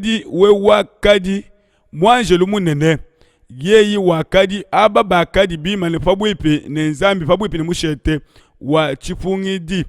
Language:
Luba-Lulua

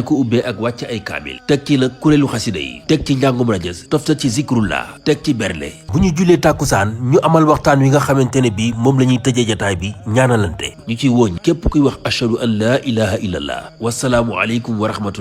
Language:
Wolof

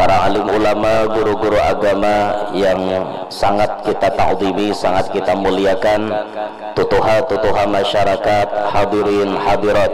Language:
Banjar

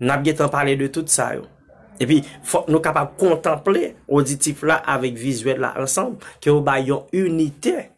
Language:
Haitian Creole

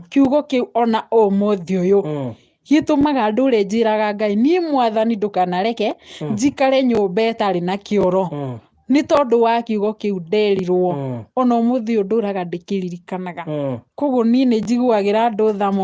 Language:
Kikuyu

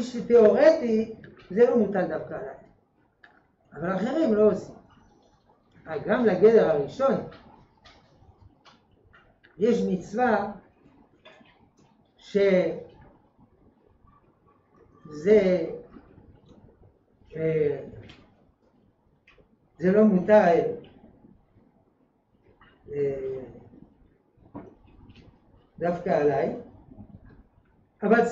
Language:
Hebrew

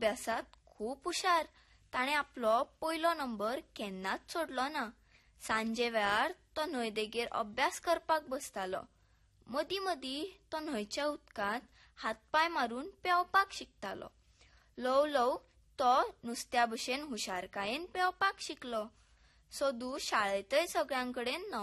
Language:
Konkani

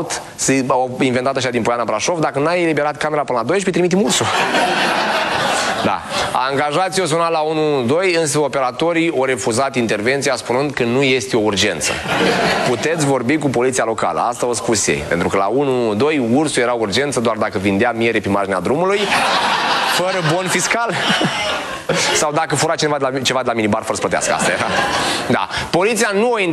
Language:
Romanian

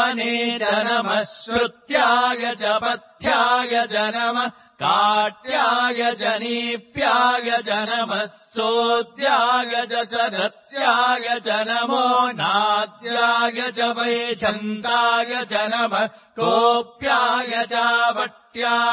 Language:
Sanskrit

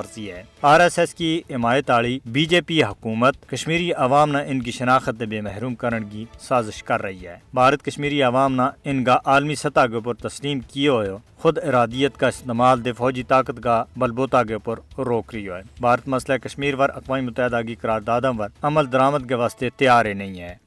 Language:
Gujari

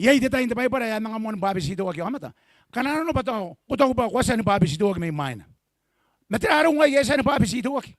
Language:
Gilbertese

